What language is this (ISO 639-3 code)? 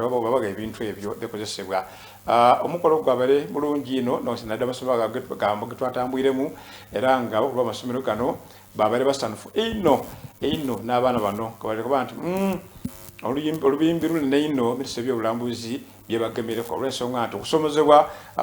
xog